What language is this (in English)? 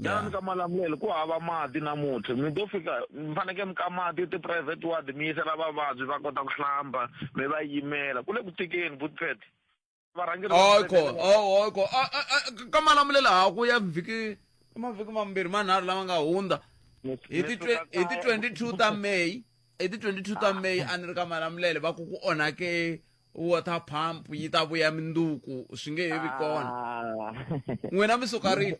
Tsonga